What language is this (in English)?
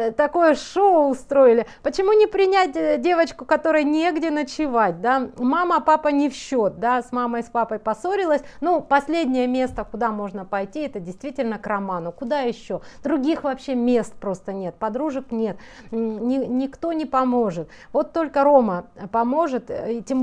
Russian